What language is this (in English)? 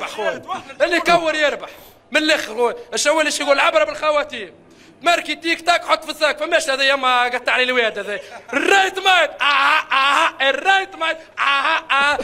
Mesopotamian Arabic